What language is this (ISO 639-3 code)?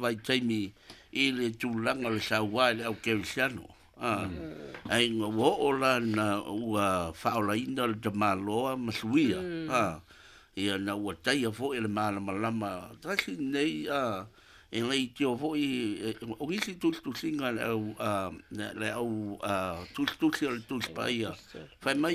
smo